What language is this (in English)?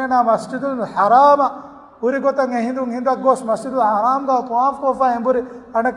Divehi